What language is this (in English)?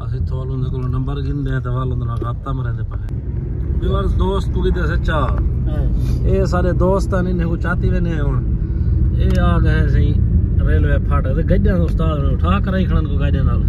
Saraiki